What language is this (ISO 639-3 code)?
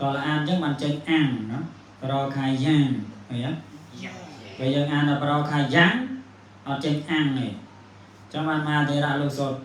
khm